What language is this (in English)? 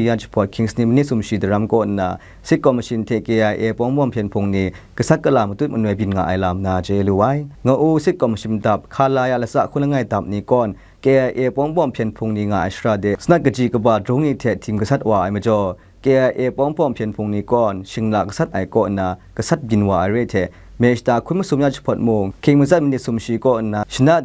Kachin